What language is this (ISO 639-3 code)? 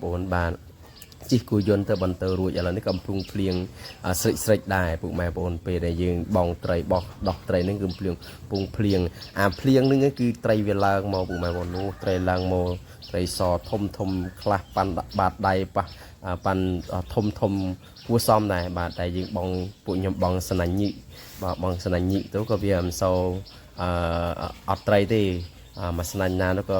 khm